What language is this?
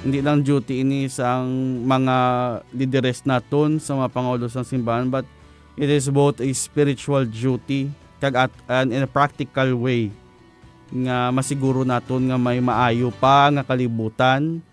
Hiligaynon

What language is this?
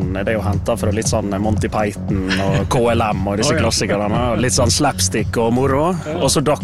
Norwegian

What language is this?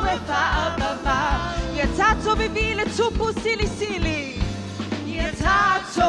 Samoan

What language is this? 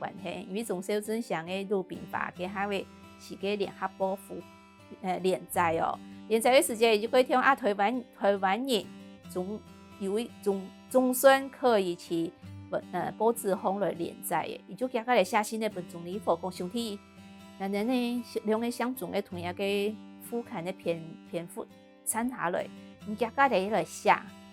Hakka Chinese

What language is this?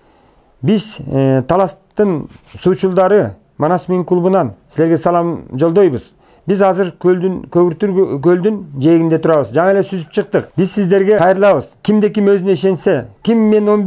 Kyrgyz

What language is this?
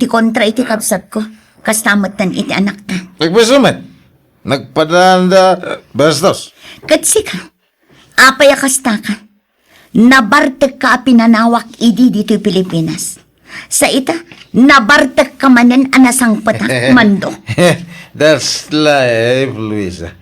Iloko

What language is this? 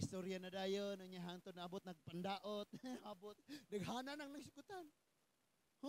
Cebuano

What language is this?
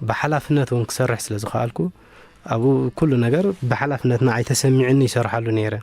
Tigrinya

